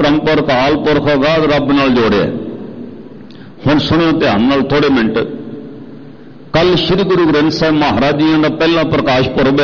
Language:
Punjabi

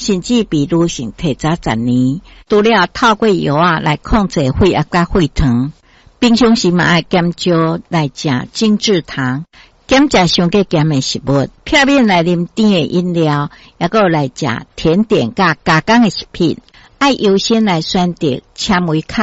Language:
Min Nan Chinese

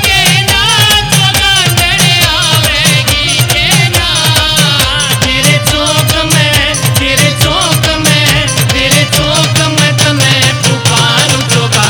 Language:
Haryanvi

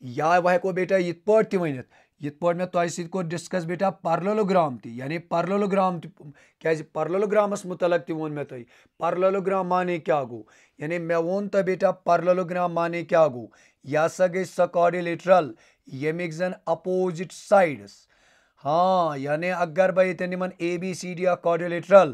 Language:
Kashmiri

